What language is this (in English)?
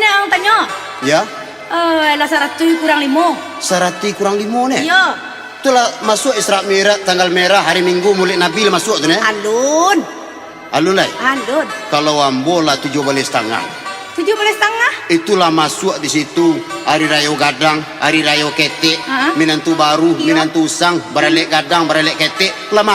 Minangkabau